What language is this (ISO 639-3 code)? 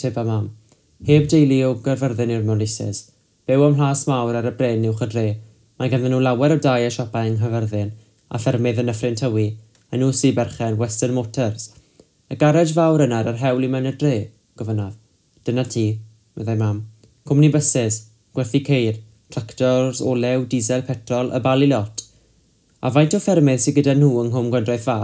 cym